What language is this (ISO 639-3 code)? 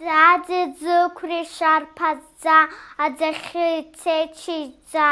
abk